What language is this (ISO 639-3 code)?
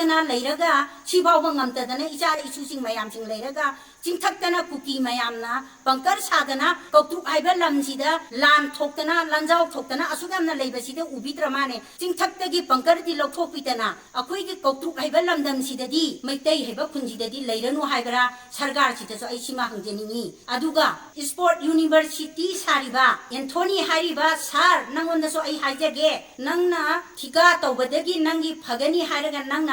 mni